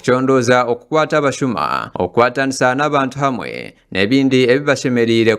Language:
Nyankole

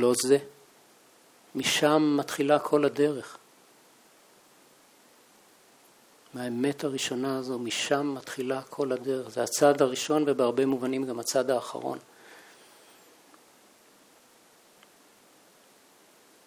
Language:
Hebrew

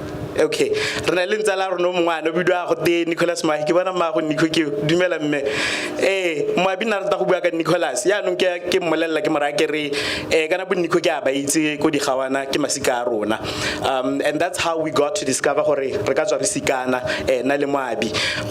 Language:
Tswana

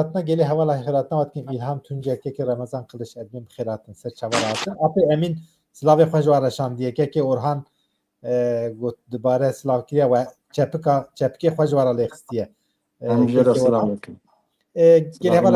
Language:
Kurdish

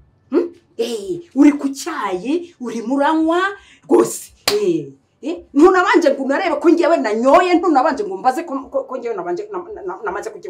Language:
Kinyarwanda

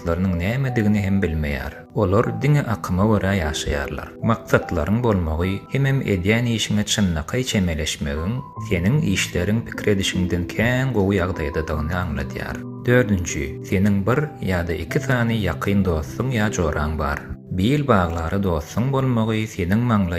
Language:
Turkmen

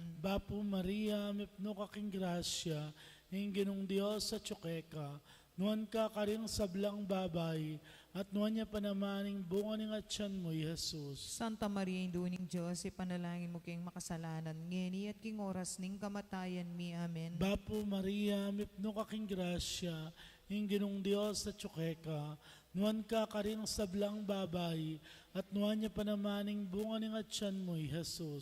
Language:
Pampanga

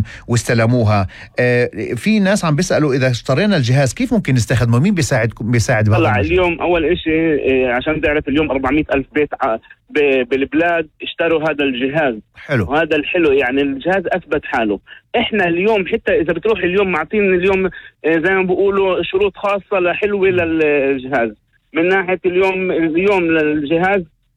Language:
North Levantine Arabic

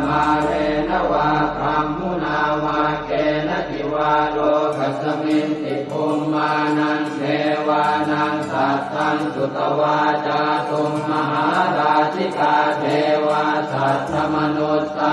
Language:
Pali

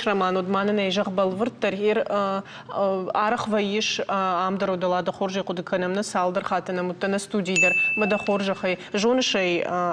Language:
Ossetic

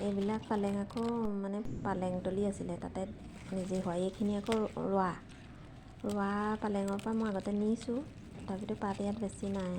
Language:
Assamese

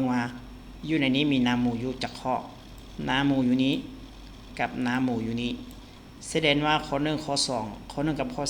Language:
Lao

